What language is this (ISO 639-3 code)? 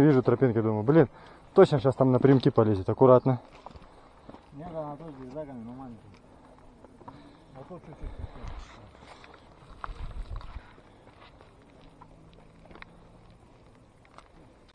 rus